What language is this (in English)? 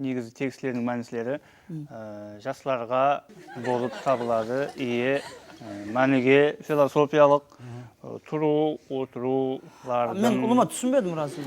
Kara-Kalpak